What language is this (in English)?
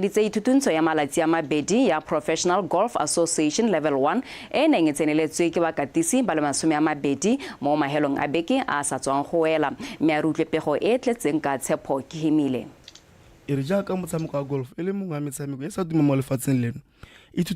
Tswana